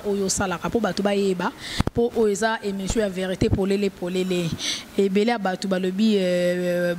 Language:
Lingala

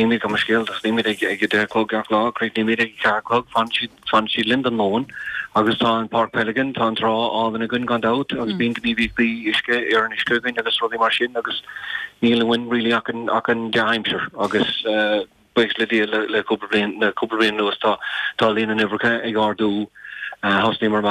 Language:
Irish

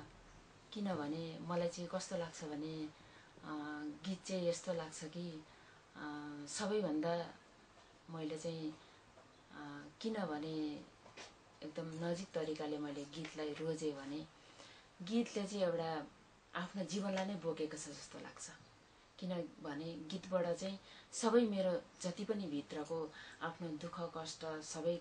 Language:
Nepali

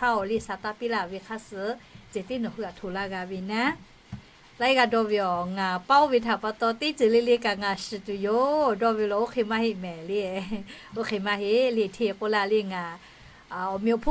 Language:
Lahu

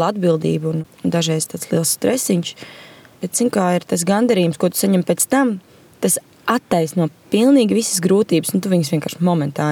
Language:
Latvian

